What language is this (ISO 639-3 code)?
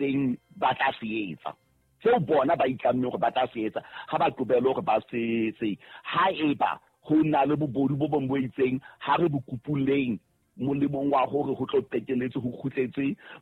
sot